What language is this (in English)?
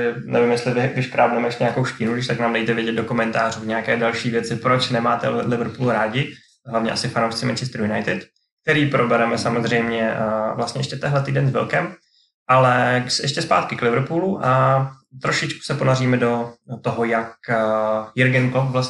Czech